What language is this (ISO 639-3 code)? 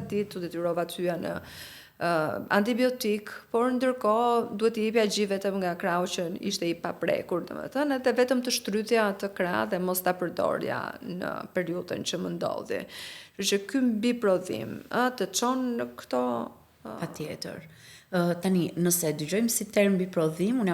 sqi